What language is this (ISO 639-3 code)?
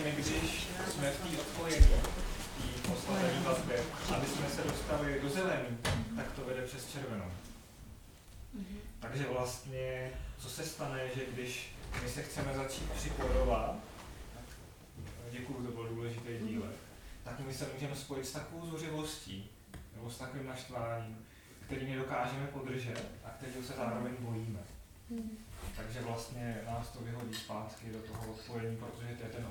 ces